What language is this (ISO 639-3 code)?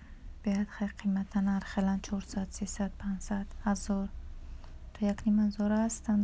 tgk